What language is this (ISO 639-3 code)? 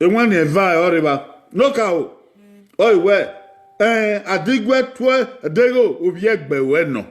bin